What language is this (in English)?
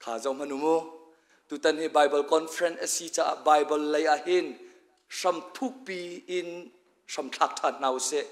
Hakha Chin